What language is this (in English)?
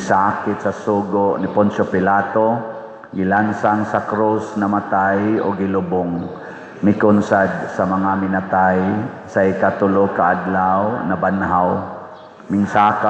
Cebuano